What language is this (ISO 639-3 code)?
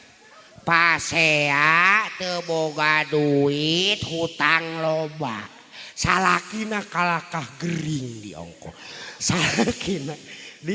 sun